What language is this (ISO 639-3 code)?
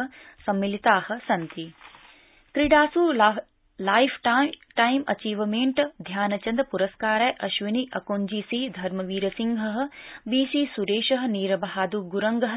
san